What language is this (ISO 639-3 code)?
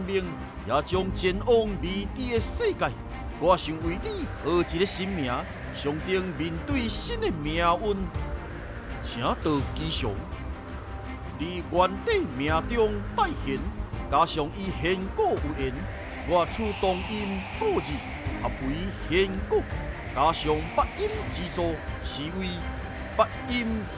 nan